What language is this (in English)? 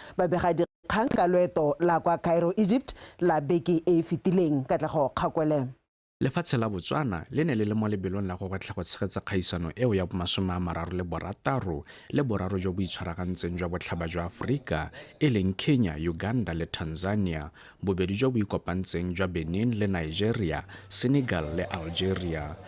Tswana